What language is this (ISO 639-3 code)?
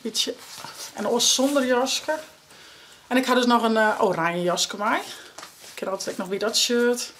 fry